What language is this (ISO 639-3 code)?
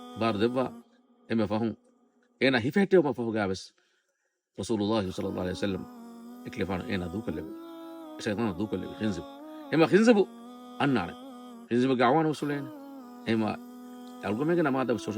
div